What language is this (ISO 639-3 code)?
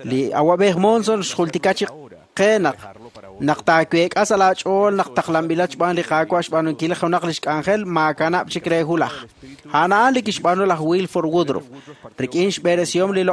kek